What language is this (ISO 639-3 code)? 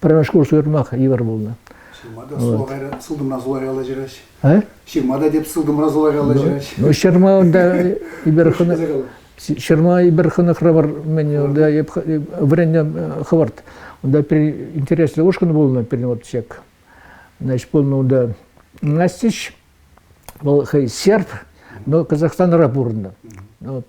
chv